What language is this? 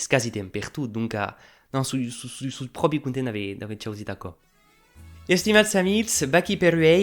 Occitan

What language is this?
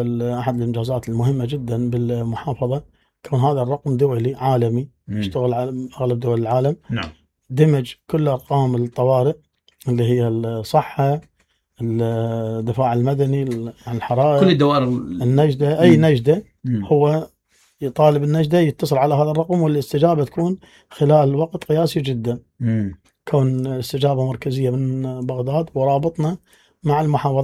Mesopotamian Arabic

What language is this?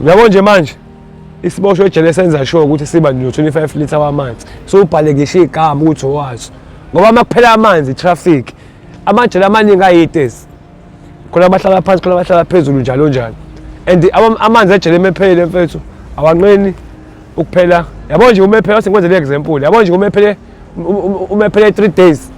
Zulu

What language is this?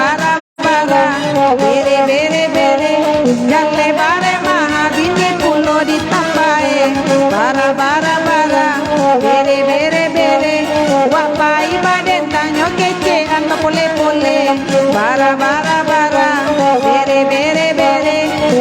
Minangkabau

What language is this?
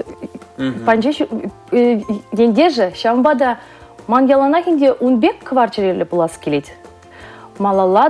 Chuvash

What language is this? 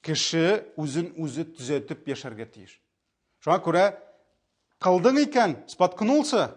Tatar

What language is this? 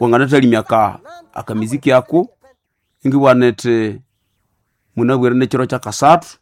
Nande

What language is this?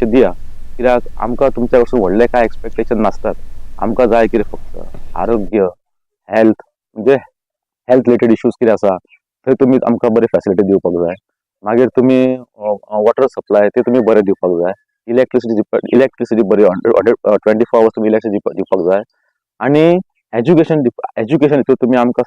Konkani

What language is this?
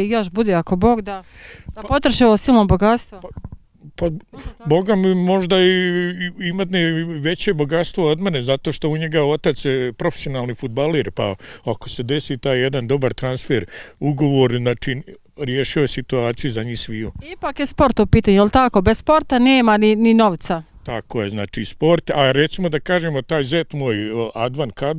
Bosnian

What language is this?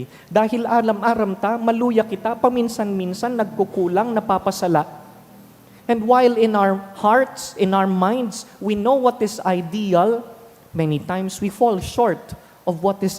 Bikol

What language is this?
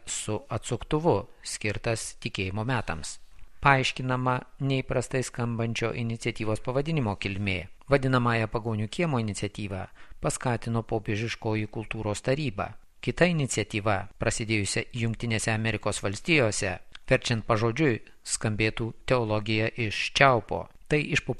Lithuanian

